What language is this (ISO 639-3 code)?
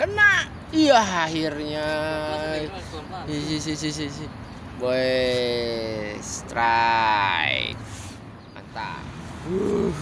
bew